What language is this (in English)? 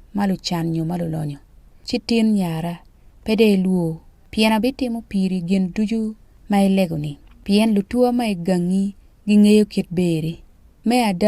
Acoli